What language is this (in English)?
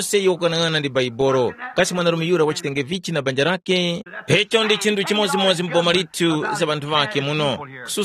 Tumbuka